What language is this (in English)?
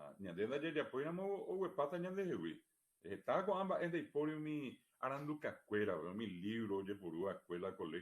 Guarani